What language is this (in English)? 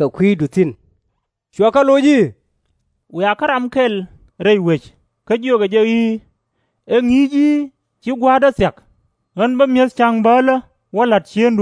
Nuer